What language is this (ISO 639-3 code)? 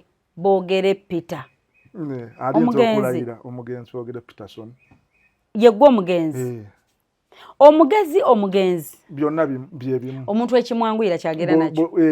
lug